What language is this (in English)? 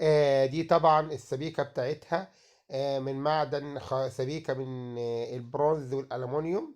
Egyptian Arabic